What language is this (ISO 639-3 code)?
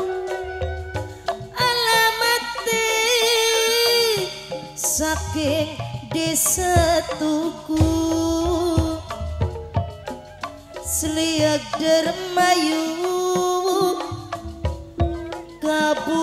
jav